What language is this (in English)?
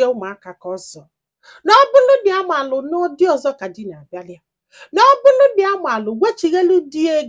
Igbo